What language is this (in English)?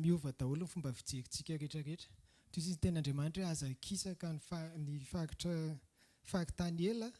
Malagasy